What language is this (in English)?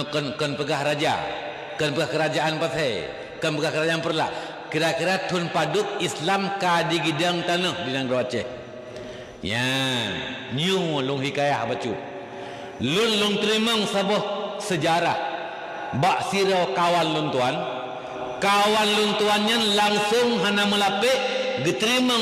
Achinese